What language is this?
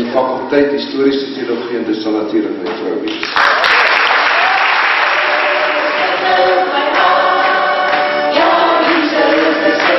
Afrikaans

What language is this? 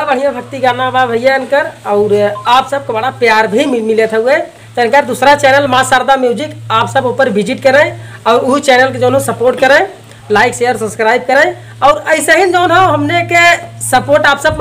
Bhojpuri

